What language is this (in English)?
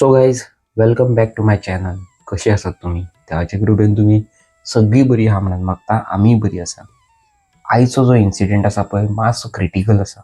Konkani